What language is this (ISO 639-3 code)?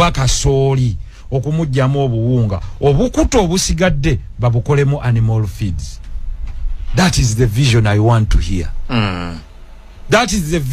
lug